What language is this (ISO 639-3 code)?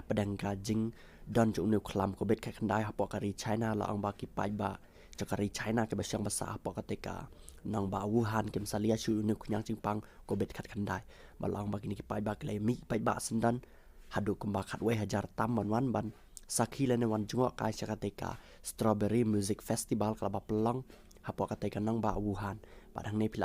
kha